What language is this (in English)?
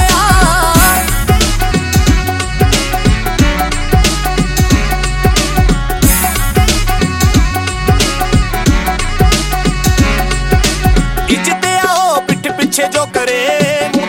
Punjabi